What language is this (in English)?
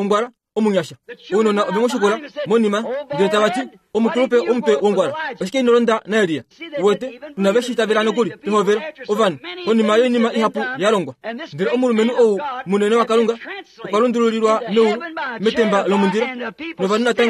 Kuanyama